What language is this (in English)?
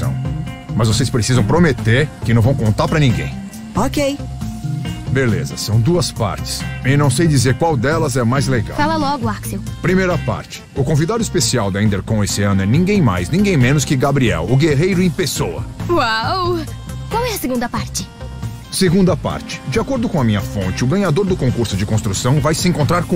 Portuguese